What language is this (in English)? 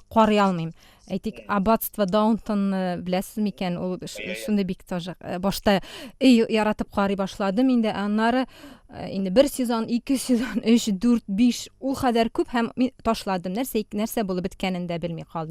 Tatar